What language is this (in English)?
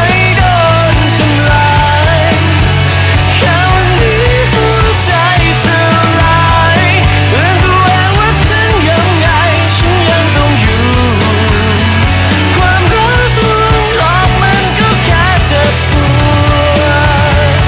Thai